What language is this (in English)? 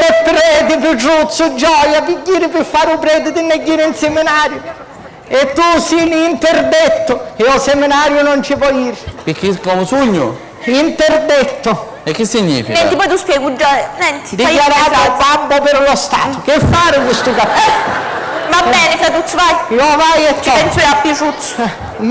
Sicilian